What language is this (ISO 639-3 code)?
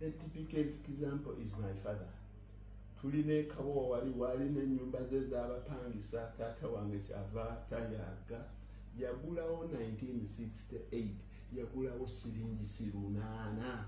lug